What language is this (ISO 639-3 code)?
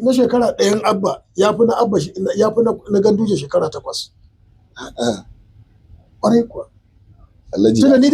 hau